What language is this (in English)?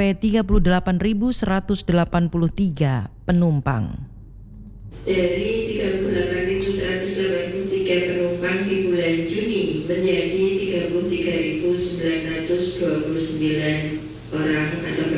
Indonesian